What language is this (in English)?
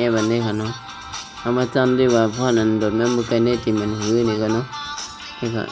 Shan